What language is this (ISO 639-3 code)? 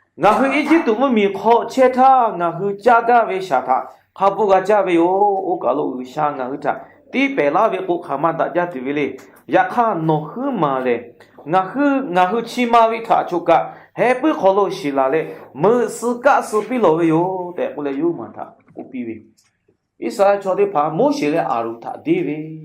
lhu